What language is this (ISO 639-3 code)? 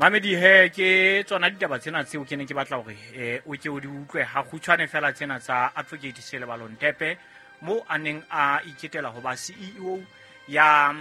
sot